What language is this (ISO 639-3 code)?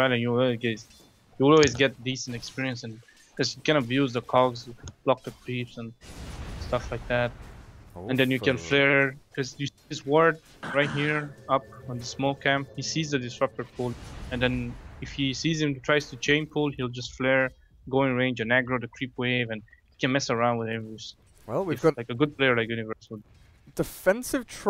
eng